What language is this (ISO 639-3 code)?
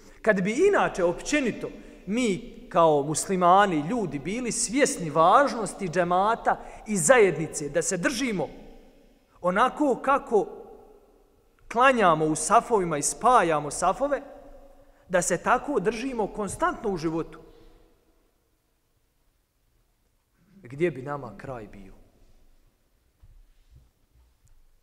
bos